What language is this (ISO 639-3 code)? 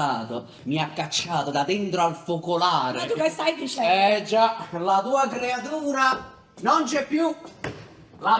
nap